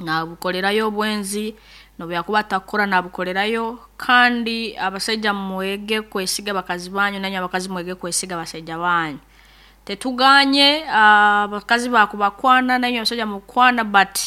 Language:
Nyankole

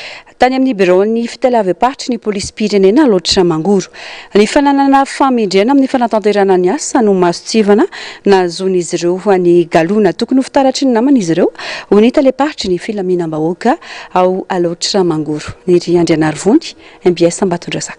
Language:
Malagasy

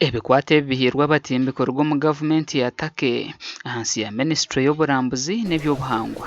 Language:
Nyankole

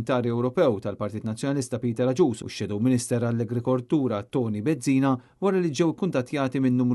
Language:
Maltese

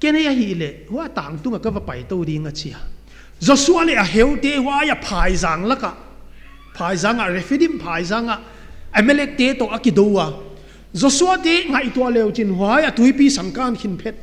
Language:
Paite Chin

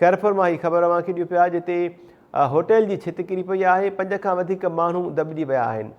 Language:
Sindhi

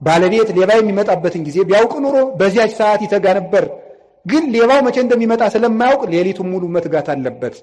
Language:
Amharic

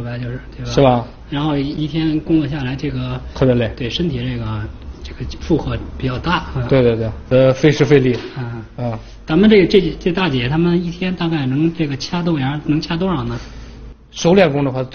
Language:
Chinese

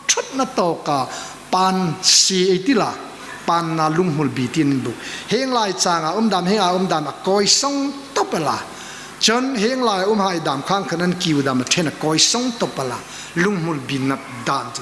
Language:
Hmar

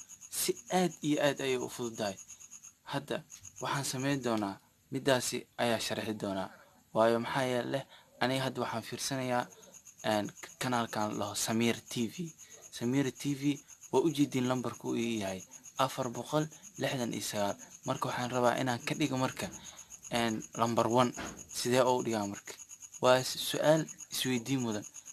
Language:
Somali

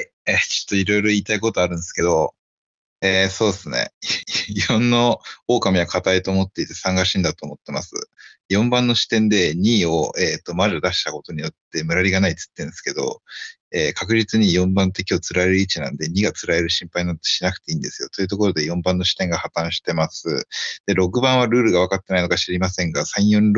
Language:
Japanese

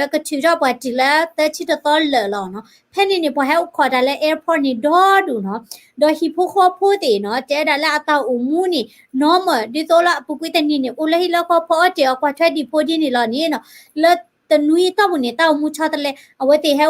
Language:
S'gaw Karen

